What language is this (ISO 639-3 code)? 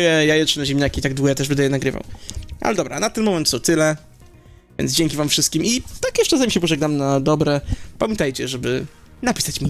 pol